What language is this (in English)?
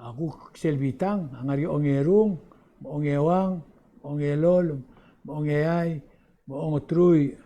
Palauan